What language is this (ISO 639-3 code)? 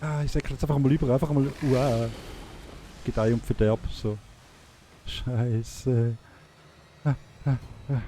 gsw